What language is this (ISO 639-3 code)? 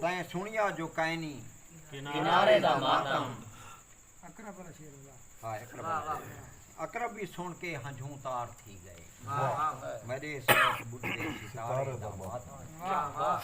skr